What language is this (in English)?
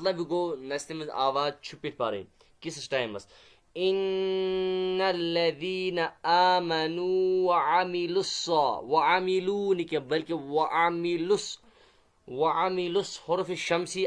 Kashmiri